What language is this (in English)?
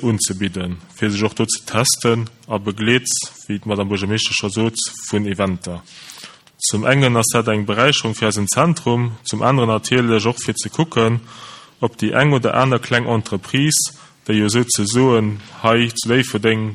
Luxembourgish